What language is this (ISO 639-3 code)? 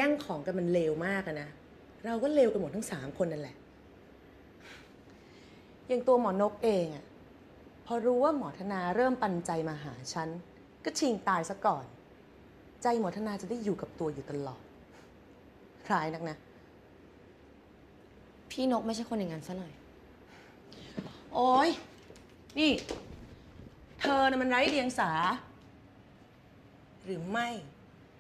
tha